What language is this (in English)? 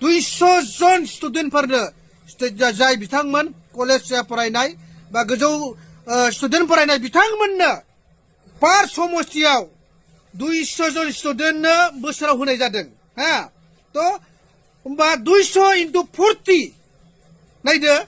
Bodo